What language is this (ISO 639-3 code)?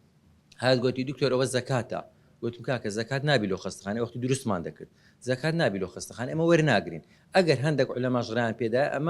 ckb